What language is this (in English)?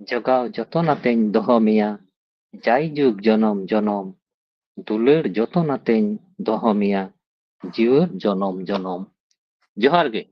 Santali